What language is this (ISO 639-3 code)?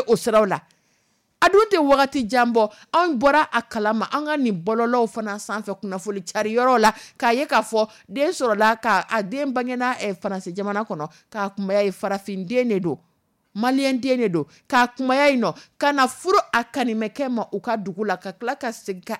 dyu